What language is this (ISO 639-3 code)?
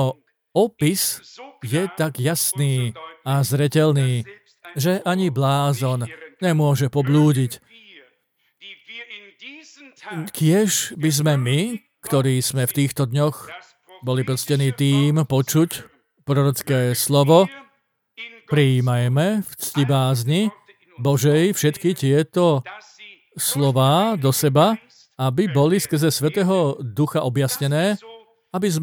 slk